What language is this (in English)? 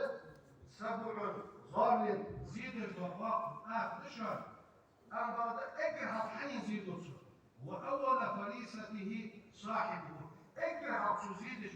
Ingush